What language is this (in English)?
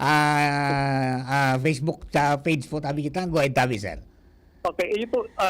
Bikol